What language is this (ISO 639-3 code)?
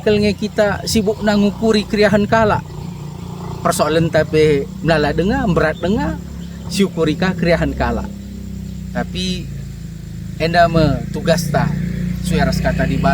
btx